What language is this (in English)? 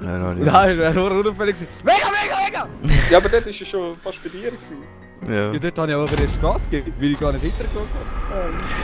Swiss German